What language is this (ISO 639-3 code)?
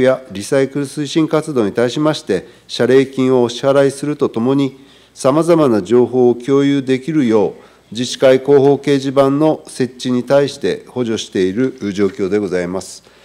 jpn